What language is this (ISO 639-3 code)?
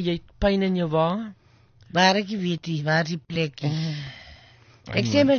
afr